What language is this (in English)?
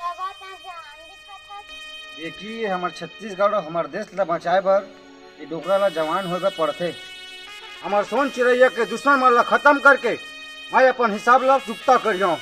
Chhattisgarhi